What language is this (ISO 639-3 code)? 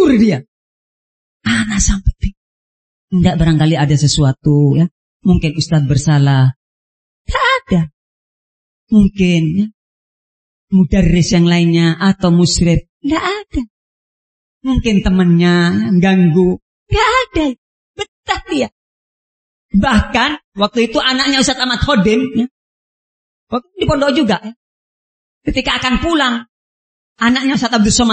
ind